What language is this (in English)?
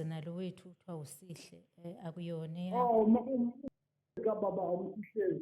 Zulu